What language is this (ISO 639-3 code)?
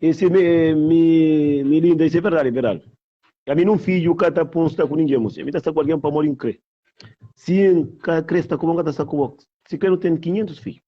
kea